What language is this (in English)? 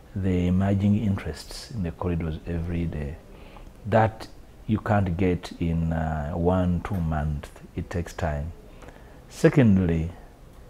English